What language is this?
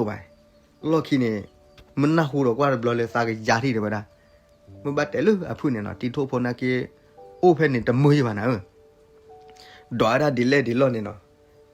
S'gaw Karen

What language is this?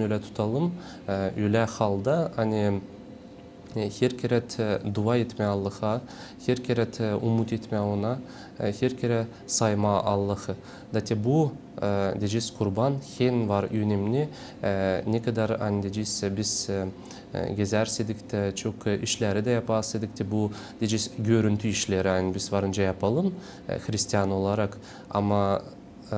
Gagauz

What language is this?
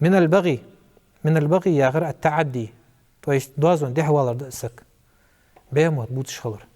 Ingush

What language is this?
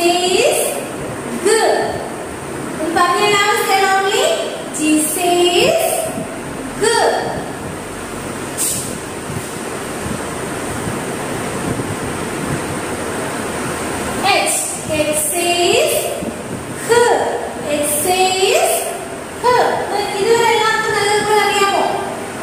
Malayalam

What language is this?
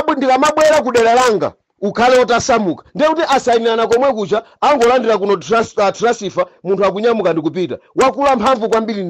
Nyanja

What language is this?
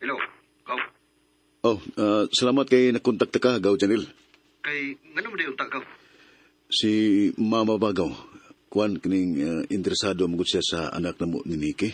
Cebuano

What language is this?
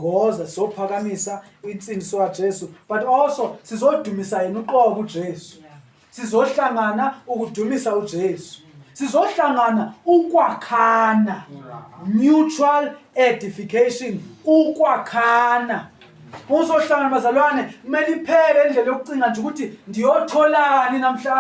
Zulu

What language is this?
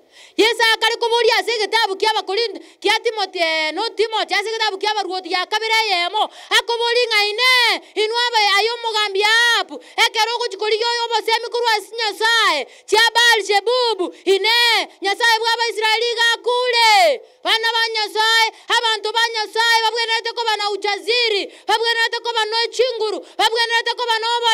Gusii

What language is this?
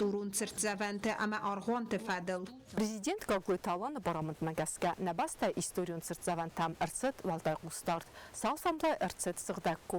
Ossetic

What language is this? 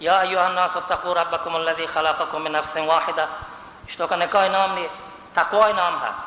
Baluchi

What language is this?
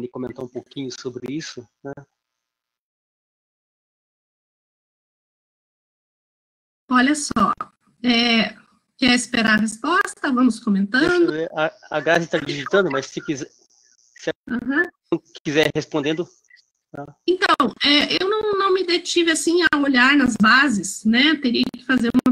Portuguese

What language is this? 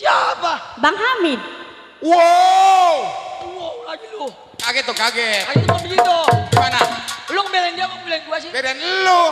Betawi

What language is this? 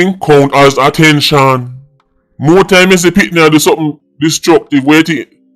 Jamaican Creole English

